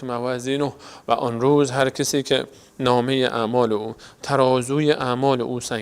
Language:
Persian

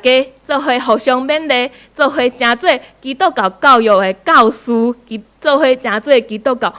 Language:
Min Nan Chinese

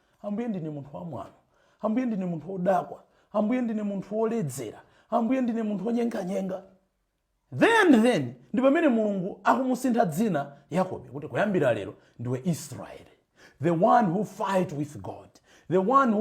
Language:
Nyanja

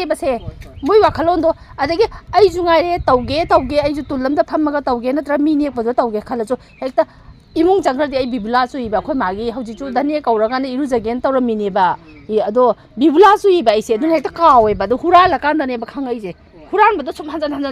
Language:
Manipuri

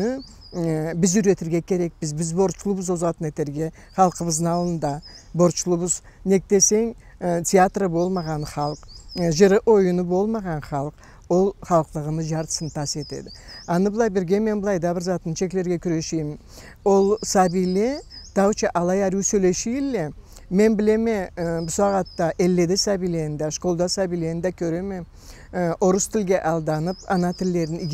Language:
Karachay-Balkar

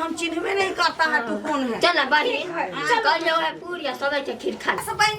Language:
Maithili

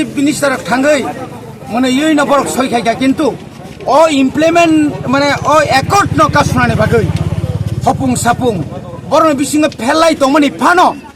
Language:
Kok Borok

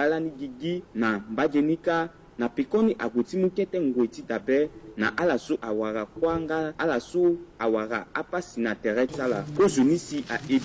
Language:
Sango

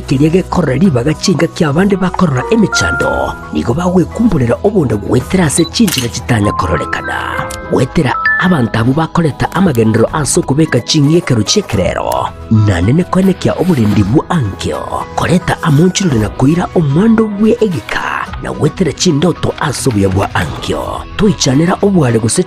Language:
Gusii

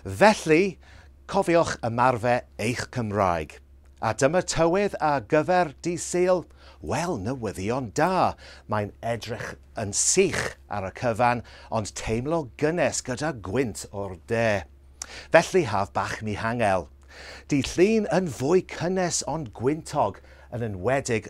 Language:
Welsh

